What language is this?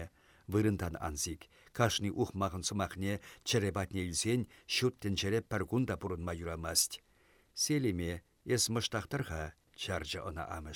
Chuvash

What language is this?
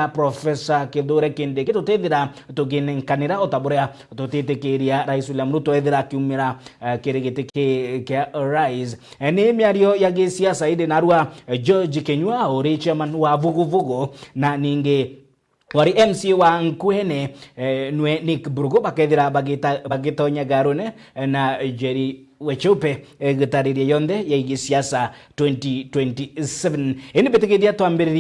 Meru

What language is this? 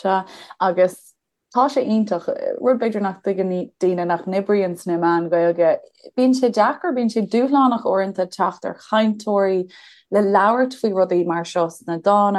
Irish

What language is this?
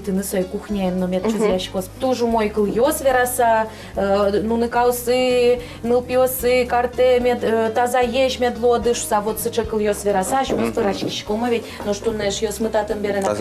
Udmurt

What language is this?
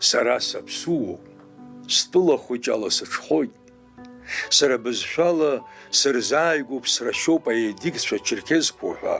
Abkhazian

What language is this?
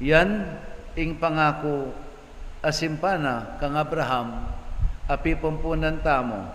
Pampanga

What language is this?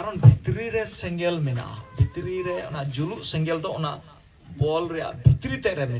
Santali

